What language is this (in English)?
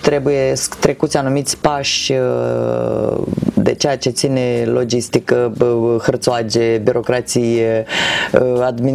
Romanian